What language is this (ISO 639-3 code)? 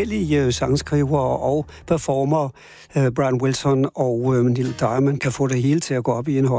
dan